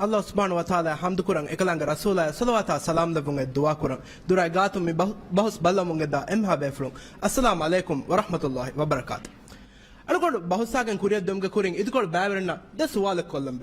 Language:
Divehi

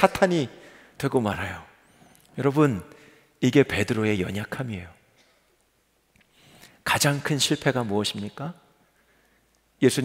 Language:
Korean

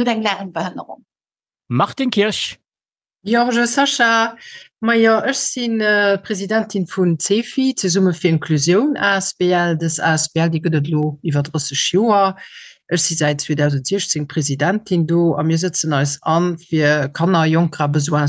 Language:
Luxembourgish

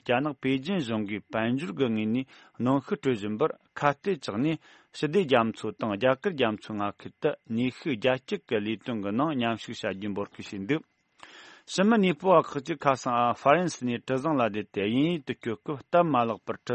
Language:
Tibetan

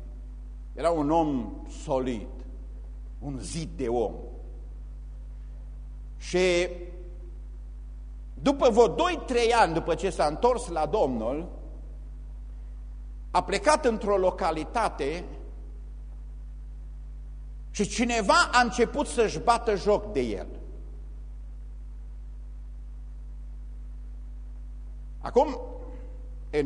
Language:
Romanian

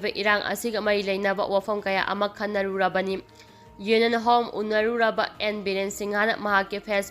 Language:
Manipuri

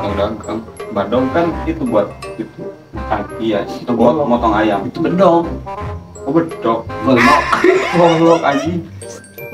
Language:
Betawi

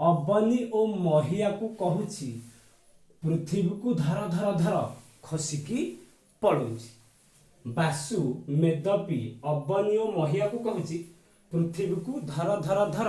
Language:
Odia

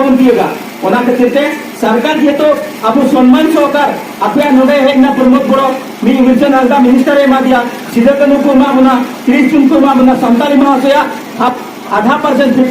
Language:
Santali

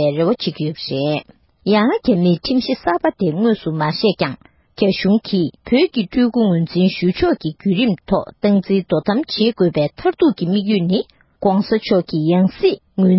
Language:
Tibetan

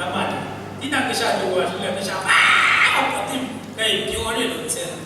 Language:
Kachin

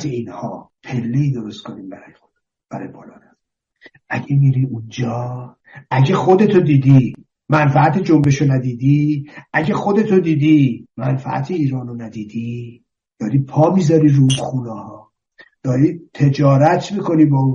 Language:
Persian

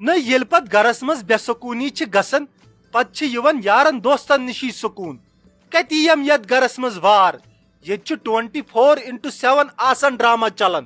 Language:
Kashmiri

